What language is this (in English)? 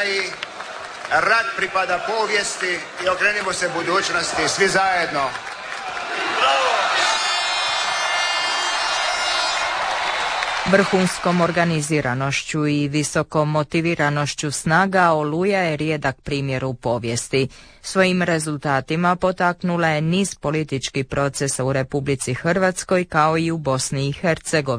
Croatian